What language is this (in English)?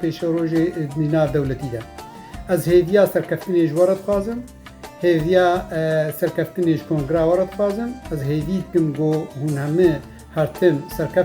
Kurdish